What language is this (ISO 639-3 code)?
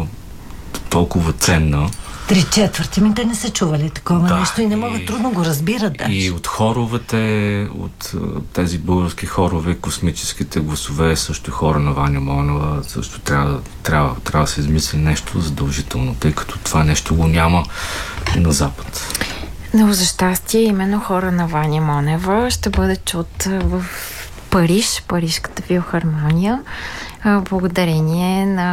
bul